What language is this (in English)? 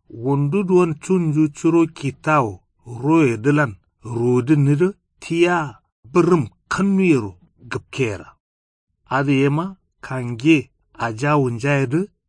Kanuri